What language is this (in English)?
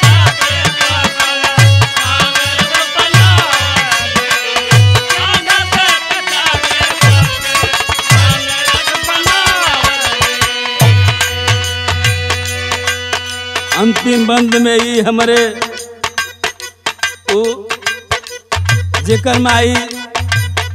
Bhojpuri